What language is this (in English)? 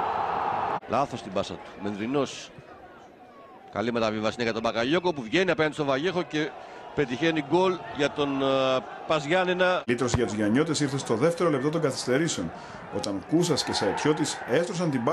Greek